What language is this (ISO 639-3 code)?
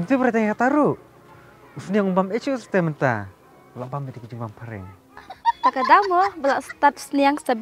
kha